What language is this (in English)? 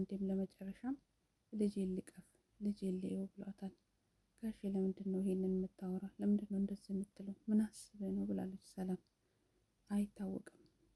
Amharic